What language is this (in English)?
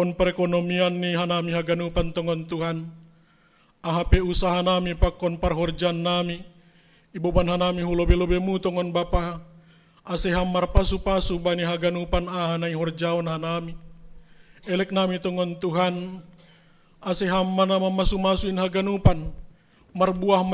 Batak Simalungun